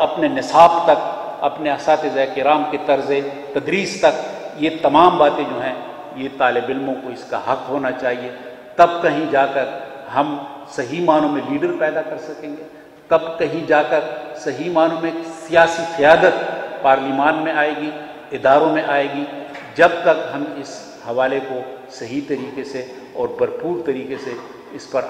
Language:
Urdu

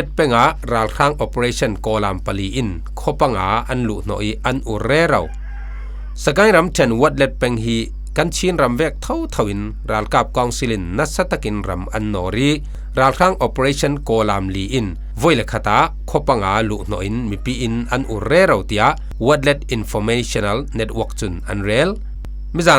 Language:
Falam Chin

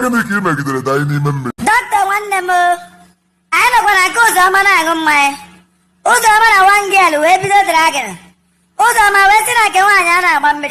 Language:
Igbo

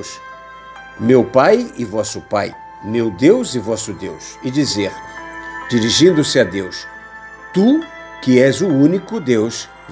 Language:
Portuguese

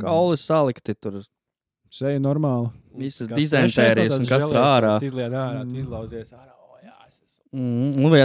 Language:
Latvian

